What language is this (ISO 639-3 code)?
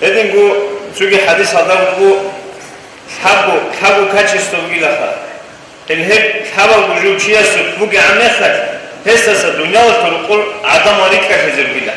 ava